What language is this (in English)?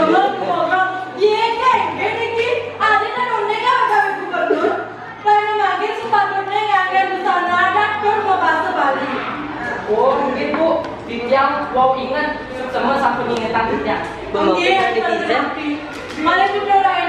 Balinese